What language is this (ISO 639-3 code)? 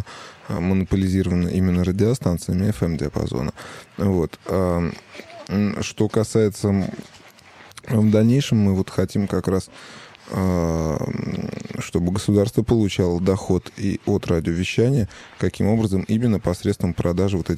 rus